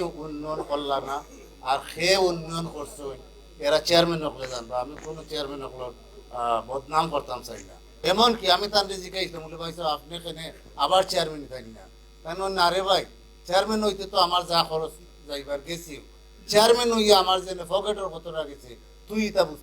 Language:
Sylheti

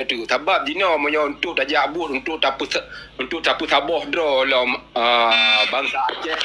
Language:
Achinese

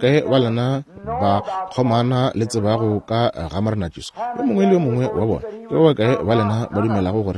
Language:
Northern Sotho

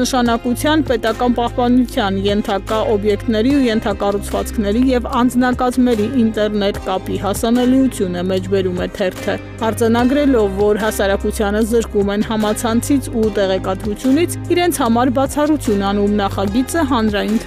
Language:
Armenian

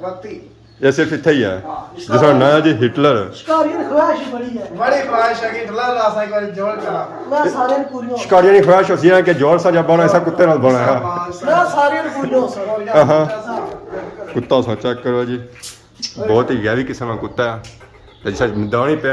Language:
Pahari-Potwari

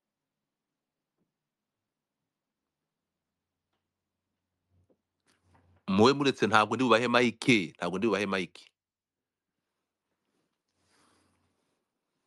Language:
Kinyarwanda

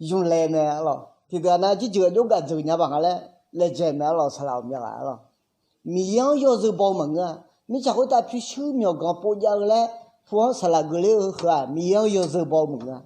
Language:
Akha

